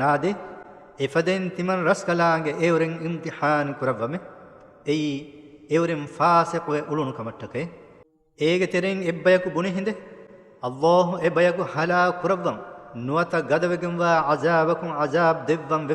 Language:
Divehi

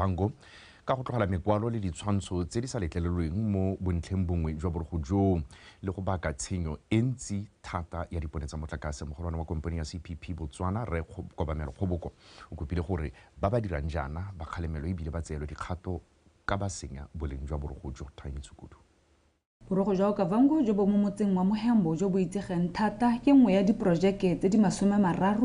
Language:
Tswana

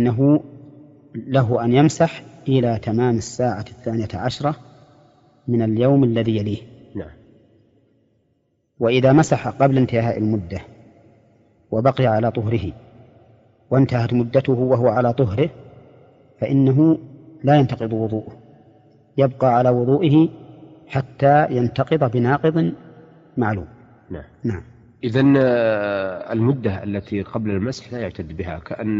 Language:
Arabic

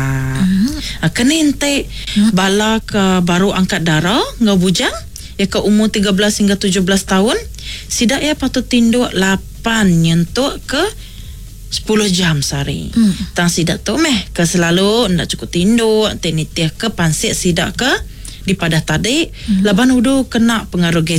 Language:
Iban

